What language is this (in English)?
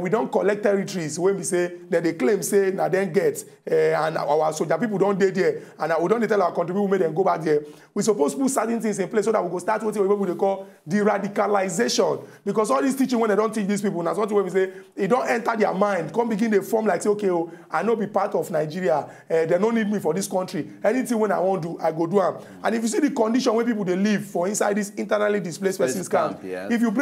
Nigerian Pidgin